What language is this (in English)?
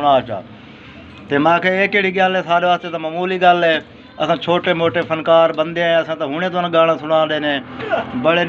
Saraiki